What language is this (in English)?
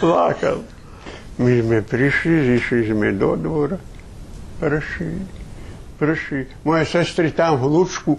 Rusyn